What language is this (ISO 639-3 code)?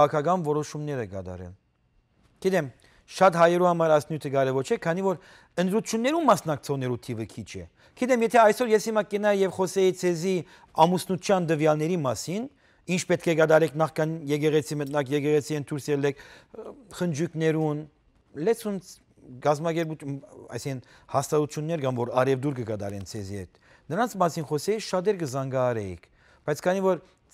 hyw